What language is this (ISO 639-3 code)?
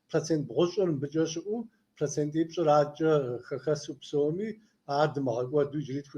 kbd